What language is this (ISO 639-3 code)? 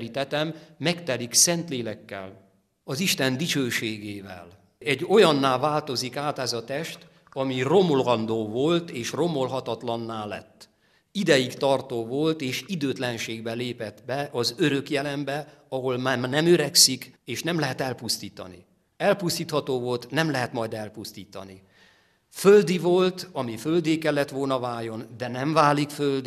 hun